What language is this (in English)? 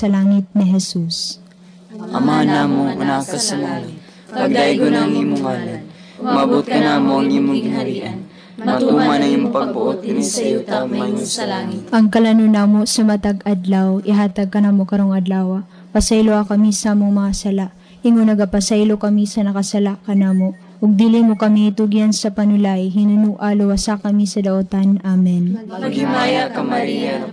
Cebuano